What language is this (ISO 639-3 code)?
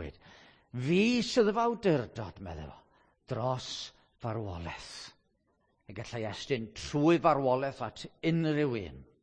cym